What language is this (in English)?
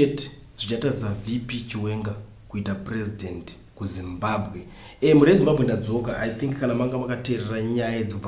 Shona